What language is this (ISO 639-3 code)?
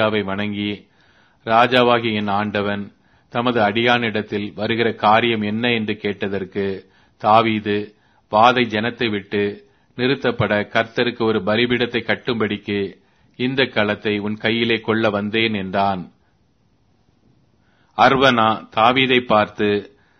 tam